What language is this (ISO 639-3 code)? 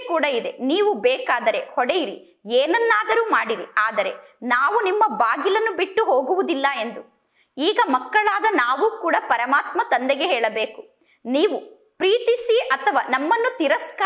kan